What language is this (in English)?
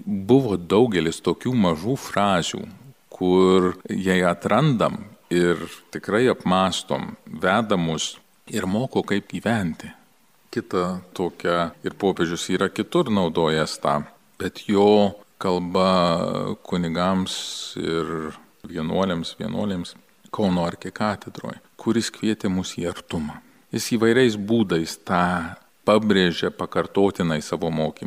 Lithuanian